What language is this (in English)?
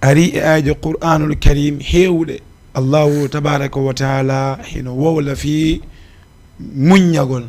Fula